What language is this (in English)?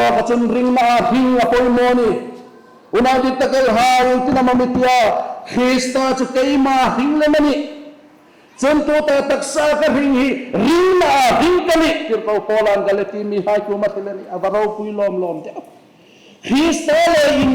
Hmar